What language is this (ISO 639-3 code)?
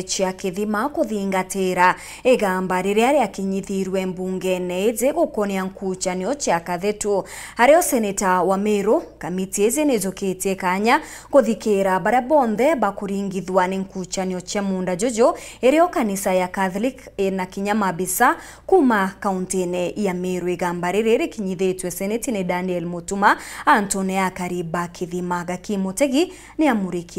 mer